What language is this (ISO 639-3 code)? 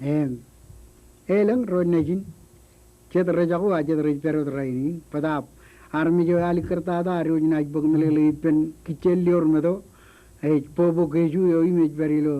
mah